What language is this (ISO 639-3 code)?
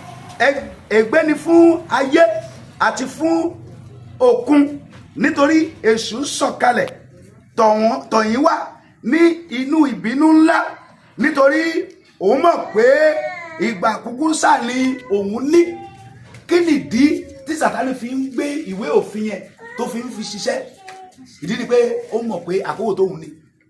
yor